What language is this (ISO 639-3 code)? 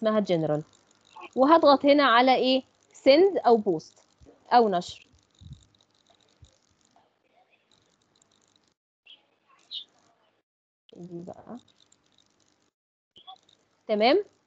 arz